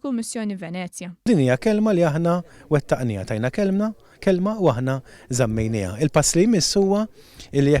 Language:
Maltese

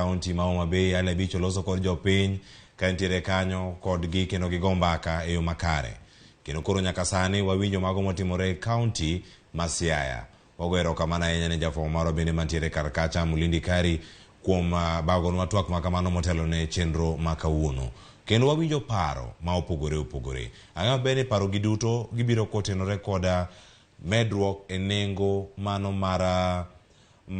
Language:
Luo (Kenya and Tanzania)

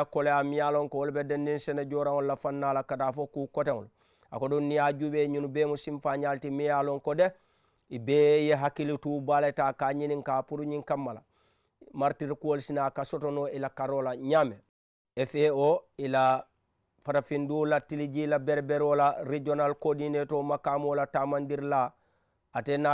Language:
Mandingo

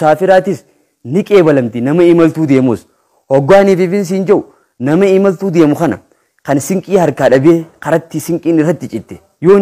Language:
Oromo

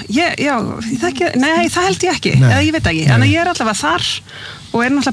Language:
Icelandic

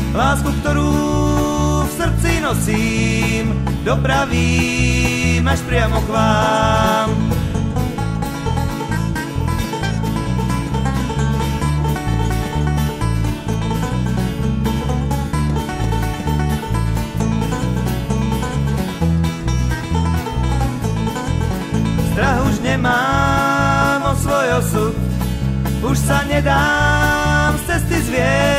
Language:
Slovak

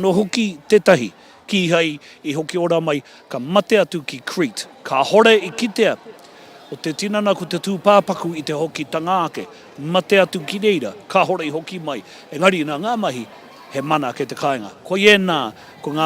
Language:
Māori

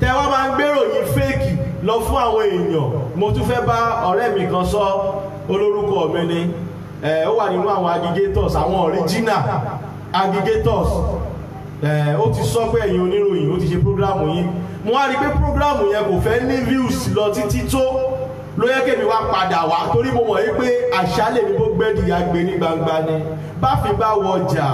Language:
Yoruba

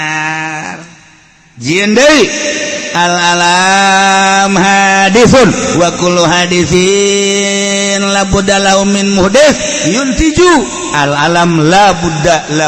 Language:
Sundanese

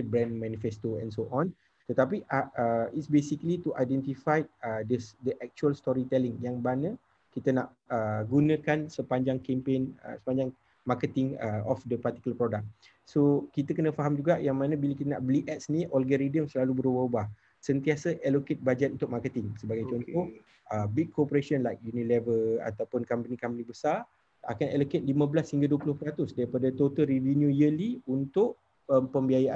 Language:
Malay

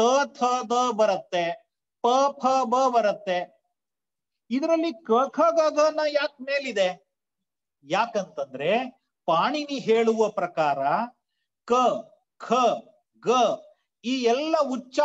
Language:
Kannada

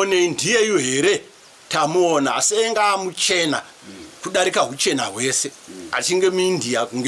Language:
Shona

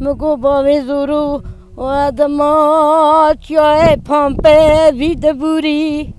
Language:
Kurdish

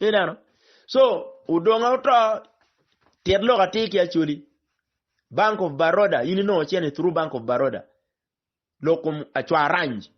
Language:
Acoli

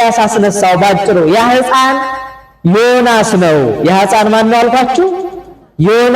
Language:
Amharic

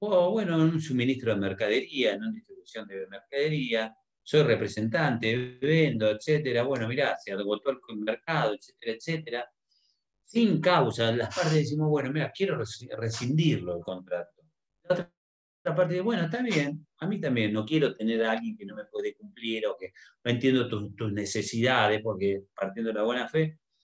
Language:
Spanish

